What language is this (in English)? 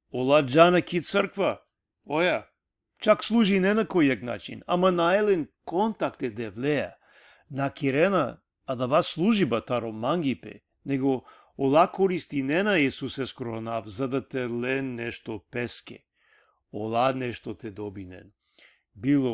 Balkan Romani